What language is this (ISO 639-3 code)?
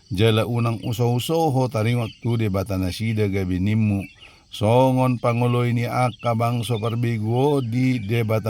bbc